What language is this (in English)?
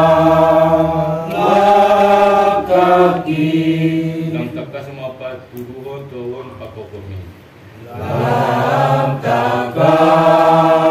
Batak Toba